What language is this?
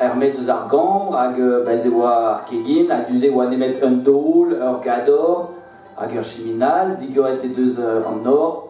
Breton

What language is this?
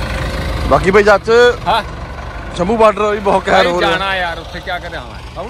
Punjabi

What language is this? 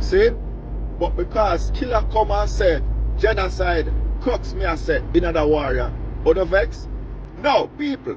Jamaican Creole English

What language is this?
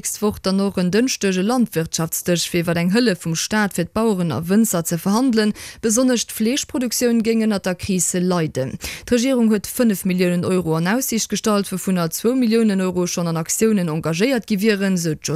Luxembourgish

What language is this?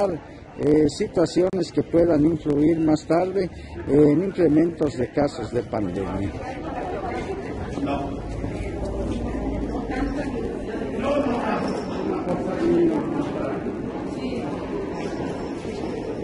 Spanish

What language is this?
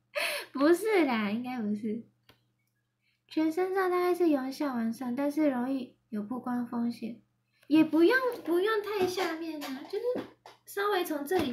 Chinese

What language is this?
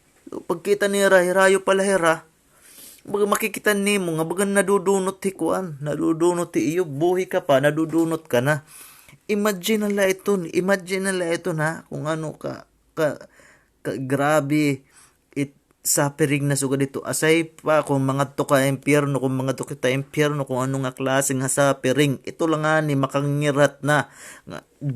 Waray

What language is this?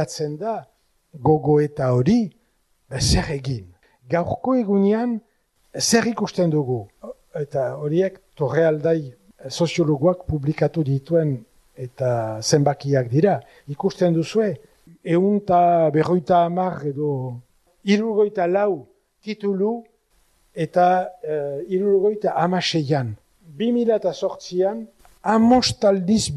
Basque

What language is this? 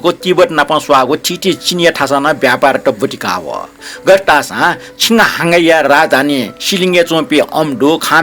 Newari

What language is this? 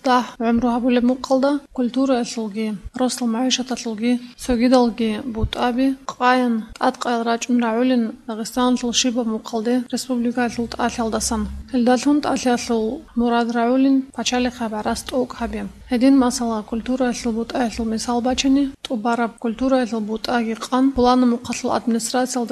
Avaric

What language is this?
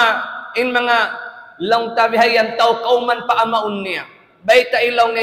Tausug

